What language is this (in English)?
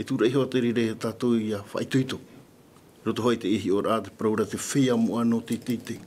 Tahitian